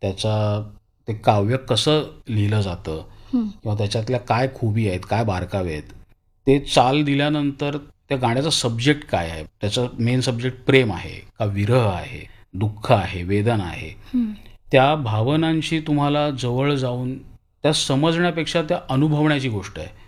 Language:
Marathi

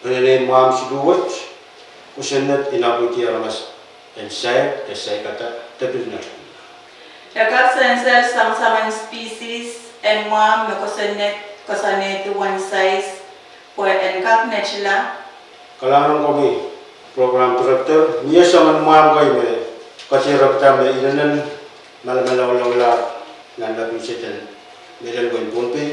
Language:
Pohnpeian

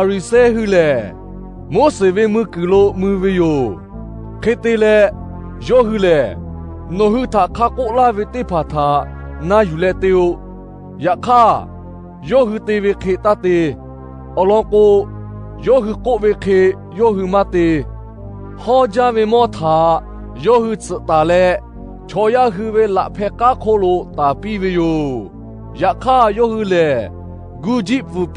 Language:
Lahu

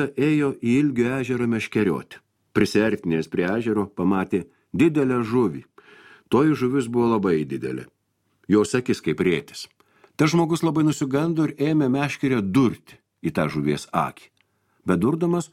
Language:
Lithuanian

